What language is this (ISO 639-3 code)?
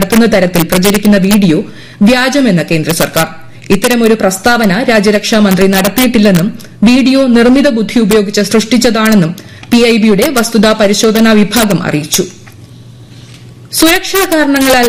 mal